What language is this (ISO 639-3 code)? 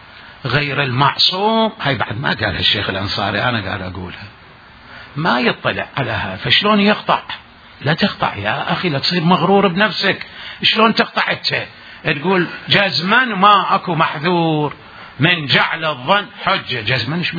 acm